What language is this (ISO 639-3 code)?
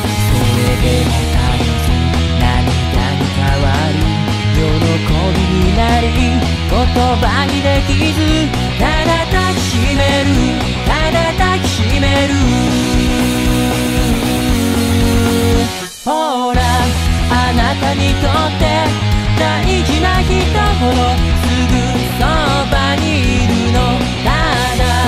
jpn